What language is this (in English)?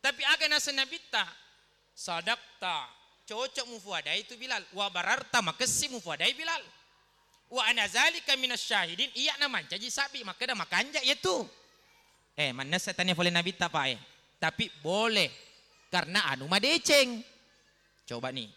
Buginese